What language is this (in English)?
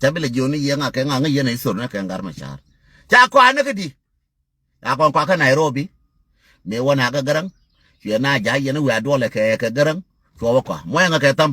Nuer